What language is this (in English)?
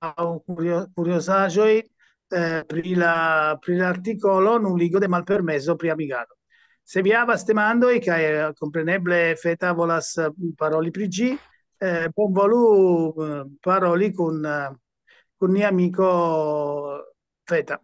Esperanto